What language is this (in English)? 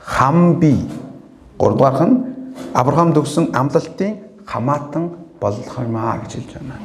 Mongolian